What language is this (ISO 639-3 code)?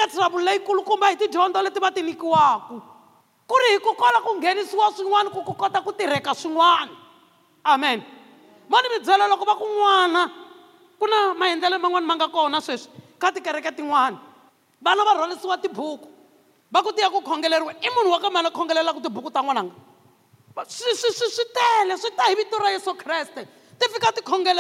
tso